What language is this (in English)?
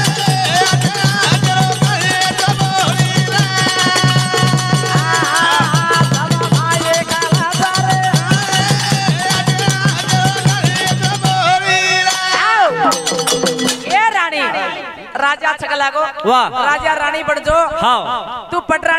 Lambadi